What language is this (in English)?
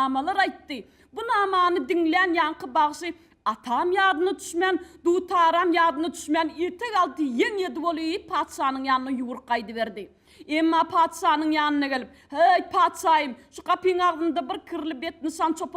Turkmen